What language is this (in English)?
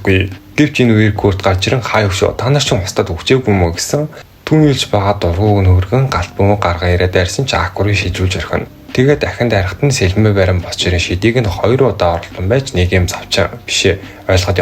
Mongolian